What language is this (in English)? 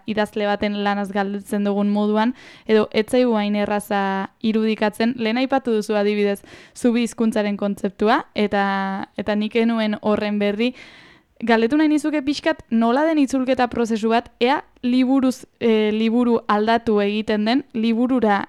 Basque